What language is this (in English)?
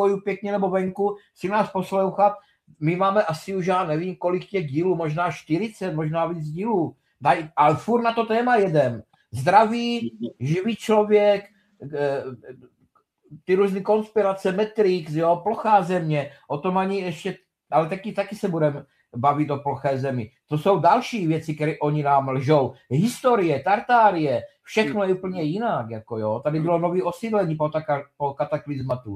Czech